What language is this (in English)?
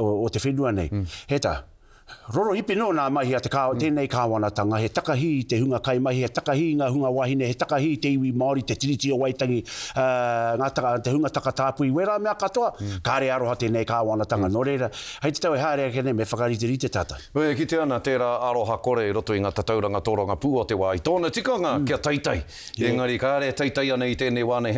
Māori